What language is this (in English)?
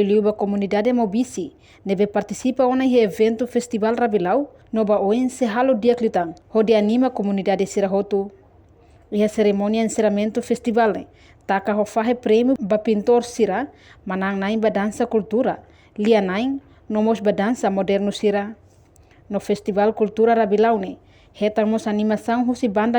Tetum